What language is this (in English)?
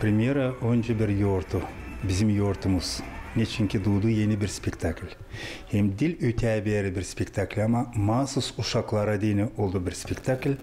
Gagauz